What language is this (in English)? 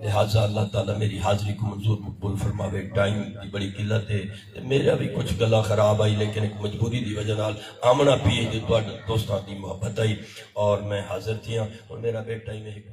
Saraiki